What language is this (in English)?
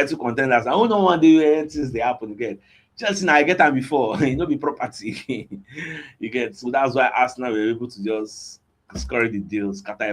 Nigerian Pidgin